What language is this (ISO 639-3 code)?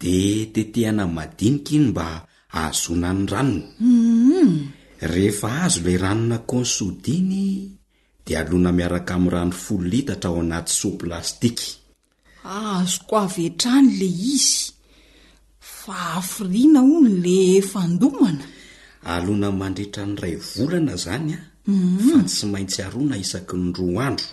mlg